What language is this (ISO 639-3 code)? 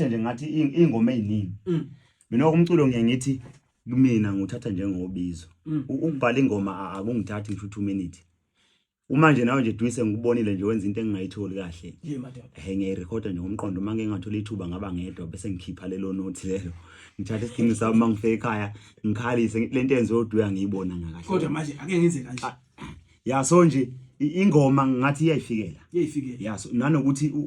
zul